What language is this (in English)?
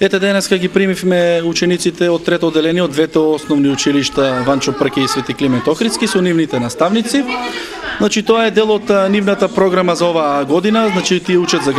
Macedonian